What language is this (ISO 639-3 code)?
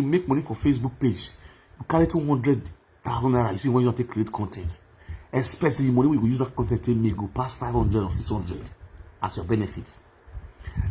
pcm